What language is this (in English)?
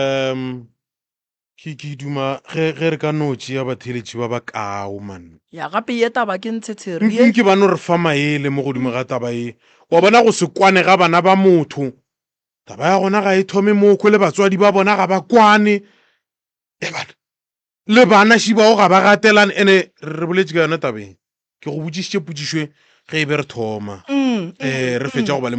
Northern Sotho